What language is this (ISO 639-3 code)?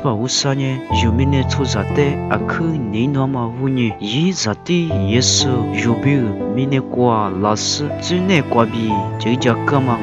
lis